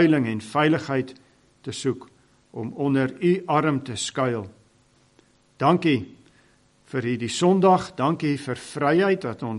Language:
Afrikaans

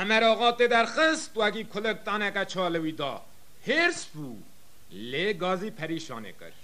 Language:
Kurdish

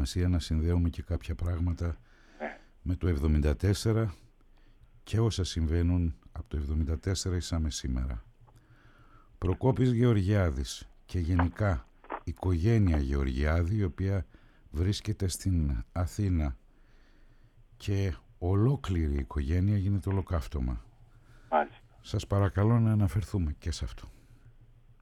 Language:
Greek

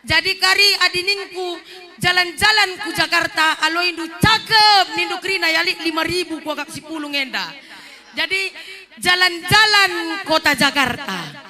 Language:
Batak Karo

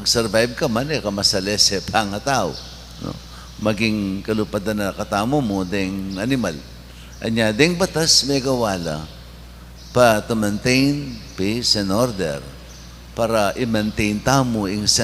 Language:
Pampanga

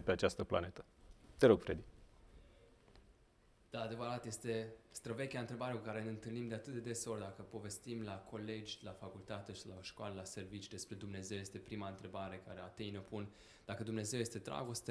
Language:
Romanian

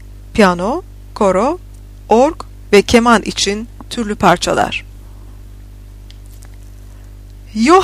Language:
Turkish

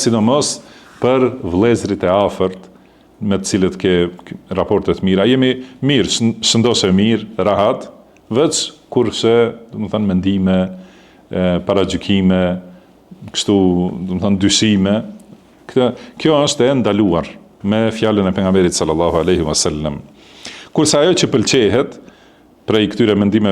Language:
Albanian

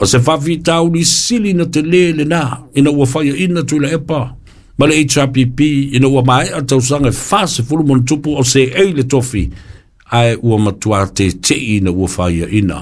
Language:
Samoan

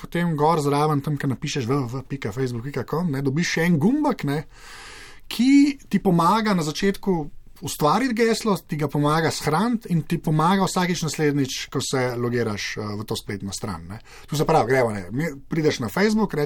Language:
Slovenian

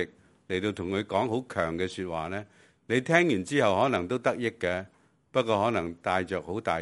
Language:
Cantonese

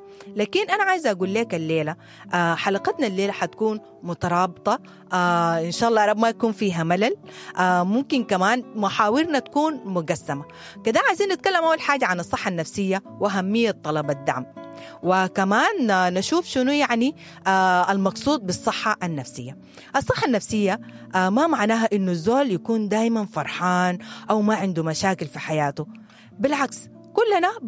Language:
Sudanese Arabic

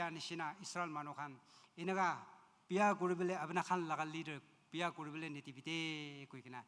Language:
Naga Pidgin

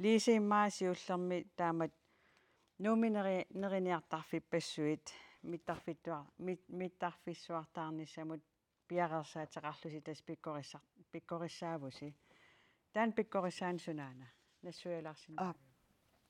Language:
Kalaallisut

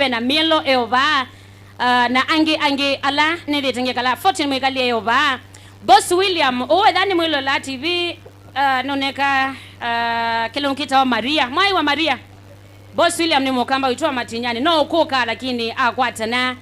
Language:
Kamba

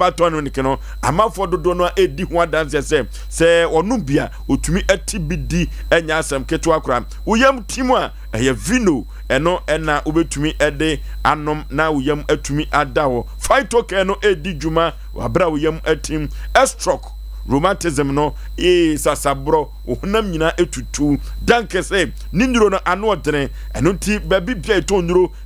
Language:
Akan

